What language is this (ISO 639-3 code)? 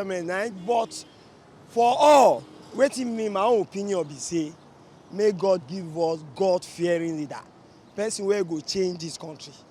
pcm